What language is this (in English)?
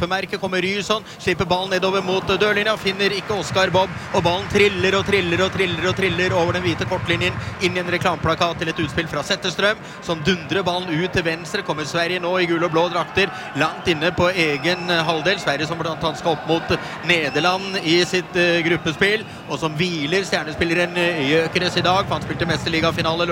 Norwegian